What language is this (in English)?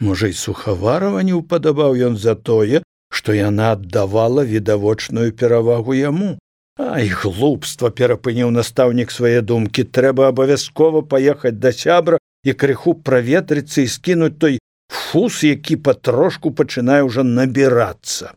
Belarusian